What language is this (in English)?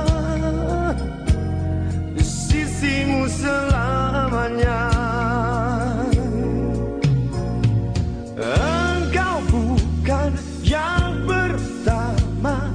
Indonesian